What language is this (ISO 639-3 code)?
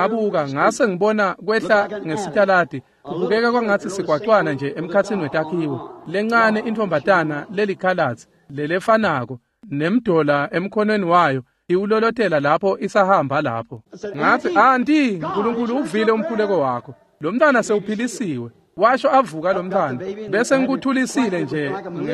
ssw